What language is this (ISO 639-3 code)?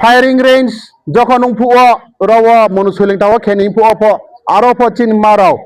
ria